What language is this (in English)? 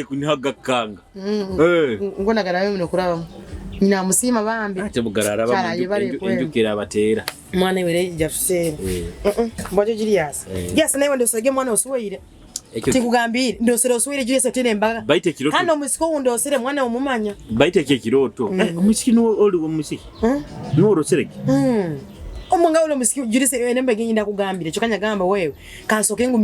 Nyoro